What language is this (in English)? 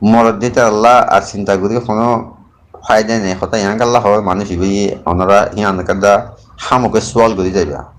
Rohingya